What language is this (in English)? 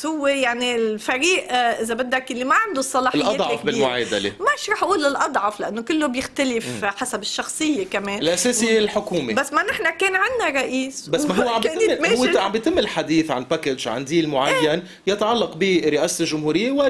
North Levantine Arabic